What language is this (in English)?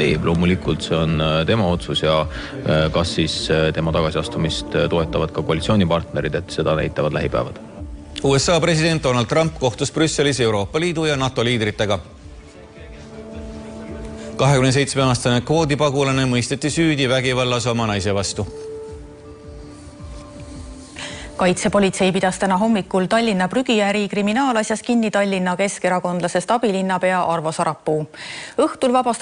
Estonian